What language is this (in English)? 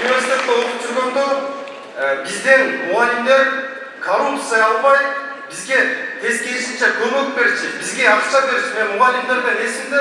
Kyrgyz